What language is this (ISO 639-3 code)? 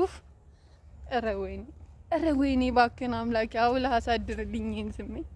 amh